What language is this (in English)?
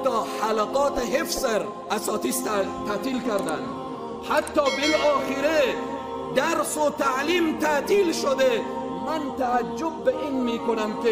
Persian